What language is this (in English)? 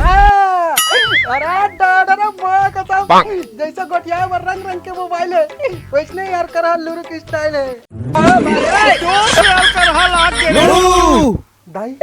Chhattisgarhi